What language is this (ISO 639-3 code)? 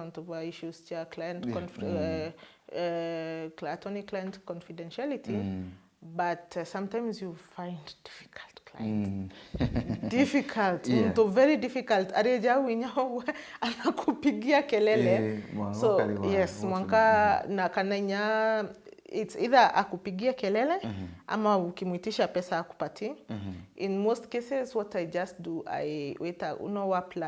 mer